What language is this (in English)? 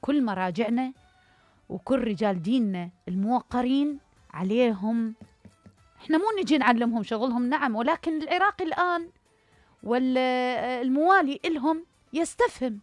Mesopotamian Arabic